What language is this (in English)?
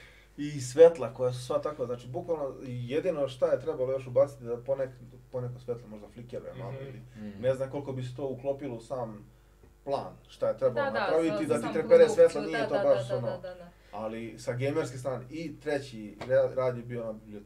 Serbian